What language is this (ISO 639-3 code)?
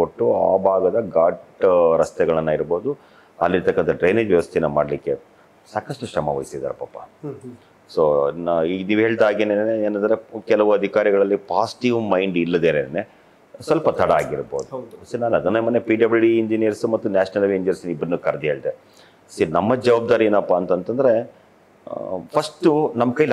kan